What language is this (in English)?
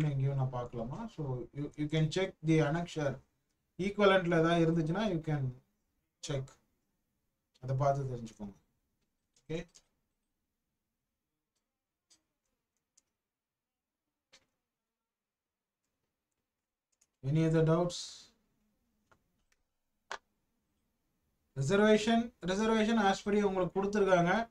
Tamil